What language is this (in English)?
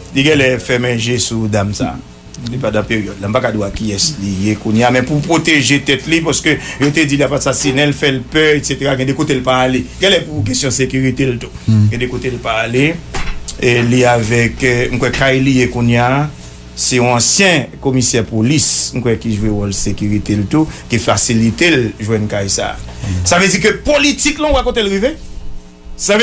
Haitian Creole